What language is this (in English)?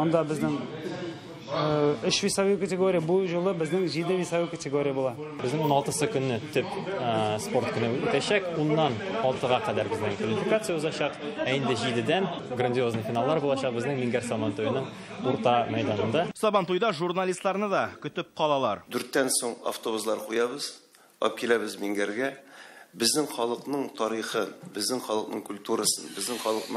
Tatar